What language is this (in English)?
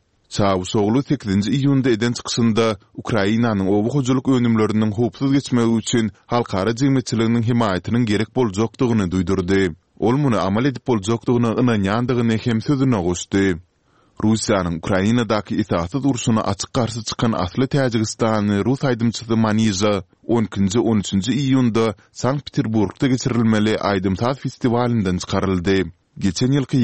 Kyrgyz